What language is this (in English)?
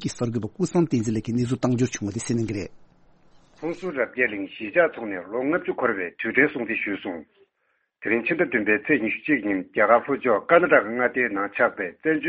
Tibetan